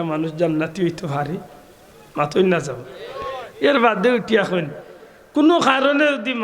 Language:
Sylheti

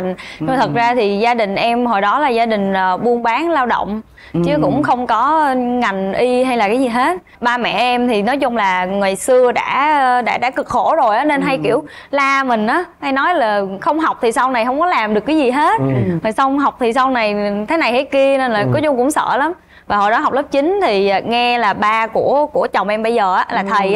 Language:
Vietnamese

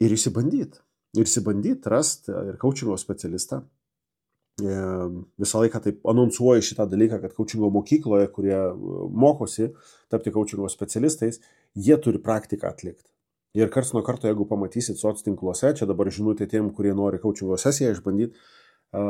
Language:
Lithuanian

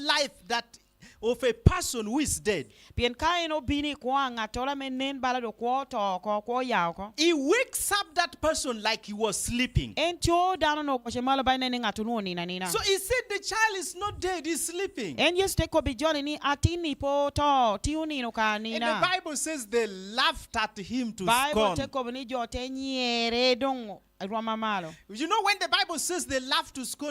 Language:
Lango (Uganda)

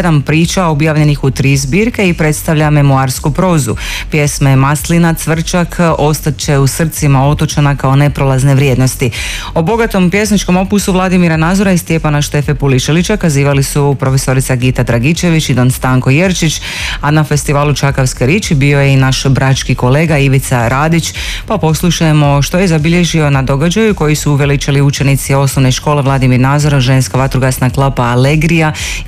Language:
Croatian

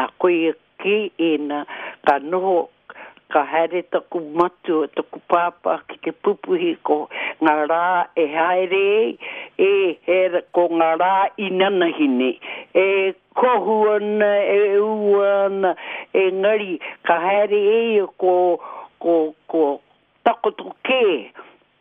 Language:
Māori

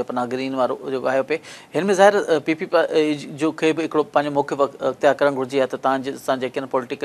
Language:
Sindhi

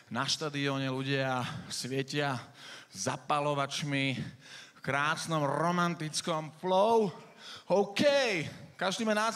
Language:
Slovak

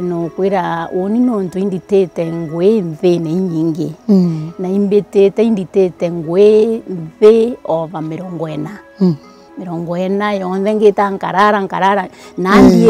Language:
Meru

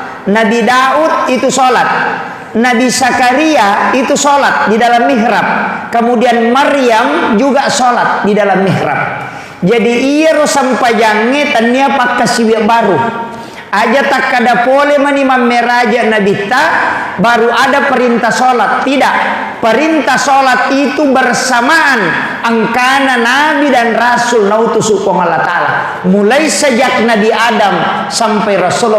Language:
Buginese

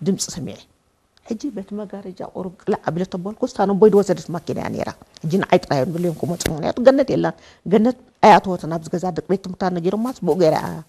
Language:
Tigrinya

